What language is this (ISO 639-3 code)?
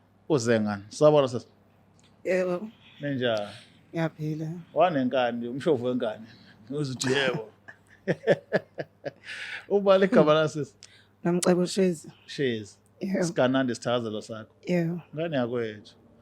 zul